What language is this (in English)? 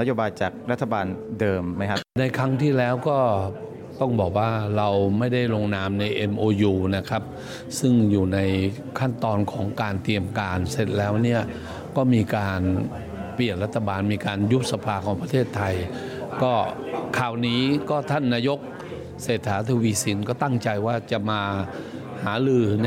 Thai